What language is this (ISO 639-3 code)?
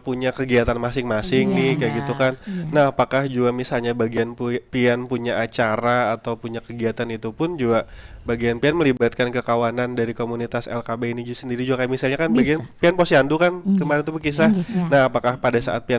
bjn